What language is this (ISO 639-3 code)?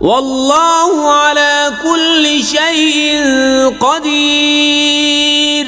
kas